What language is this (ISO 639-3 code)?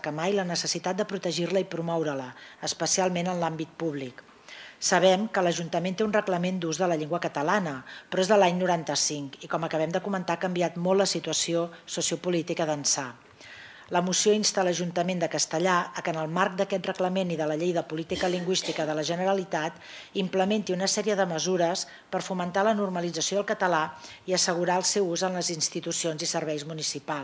cat